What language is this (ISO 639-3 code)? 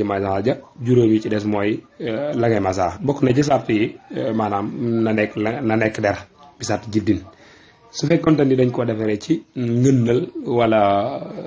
wol